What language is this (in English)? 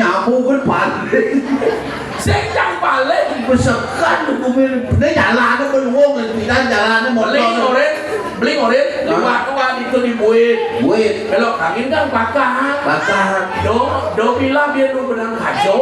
Balinese